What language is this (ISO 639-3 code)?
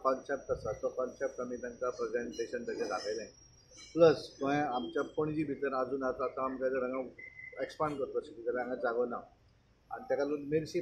kok